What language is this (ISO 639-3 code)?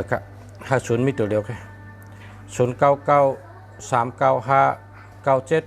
shn